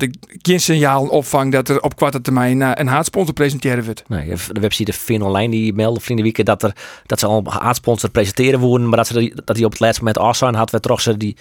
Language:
Western Frisian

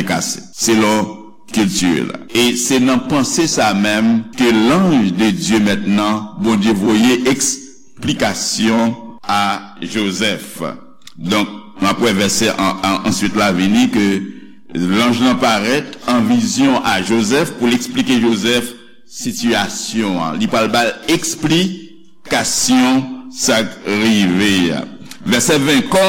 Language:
Haitian Creole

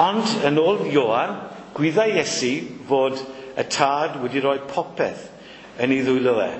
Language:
Welsh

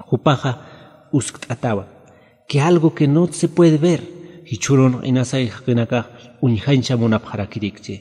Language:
Aymara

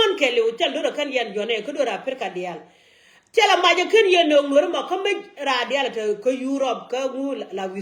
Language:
Nuer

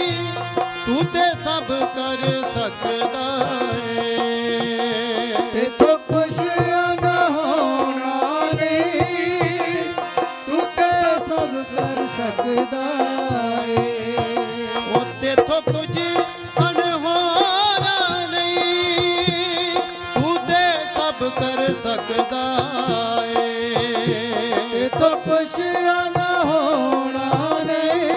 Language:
Punjabi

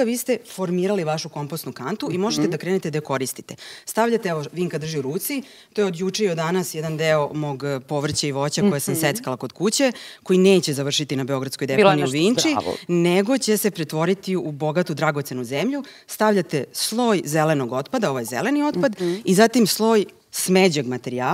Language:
Serbian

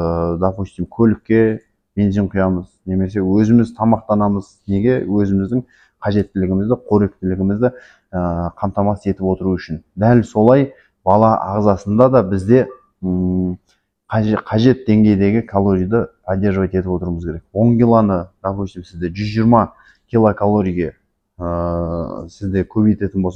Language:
Kazakh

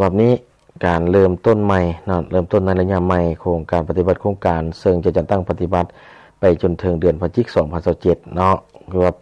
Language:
Lao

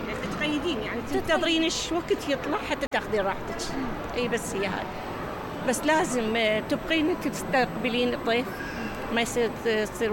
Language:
Mesopotamian Arabic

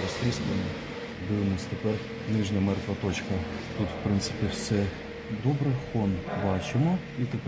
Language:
Ukrainian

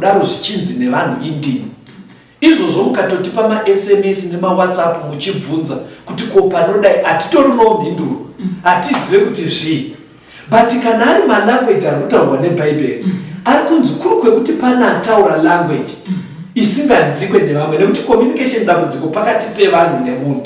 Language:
Shona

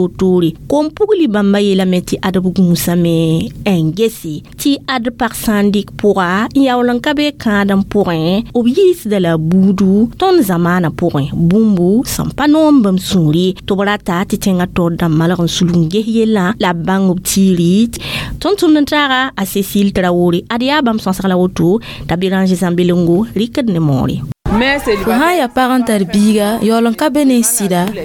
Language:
Mossi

